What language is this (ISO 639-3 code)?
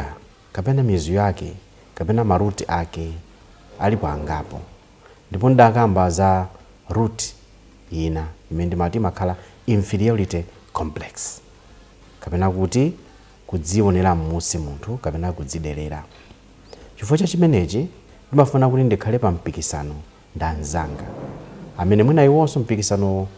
nya